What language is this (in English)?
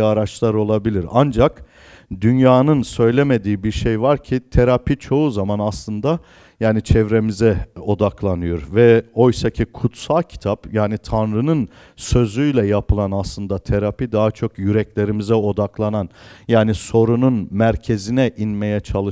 Turkish